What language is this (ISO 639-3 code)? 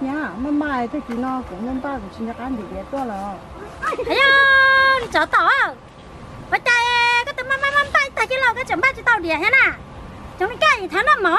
hmn